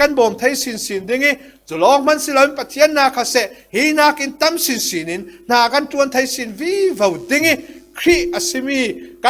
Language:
Falam Chin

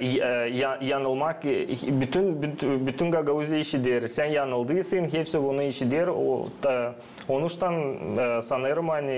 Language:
Gagauz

